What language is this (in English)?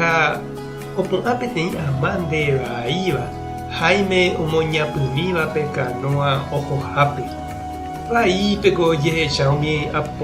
Guarani